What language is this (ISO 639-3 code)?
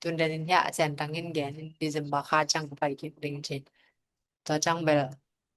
ctd